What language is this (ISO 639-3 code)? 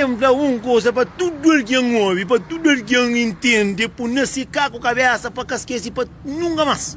kea